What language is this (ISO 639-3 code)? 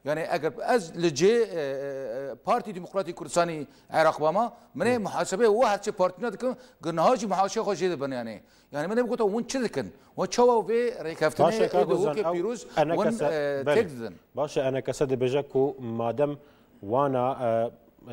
kur